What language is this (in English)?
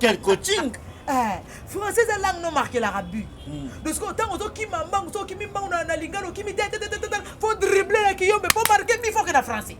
Lingala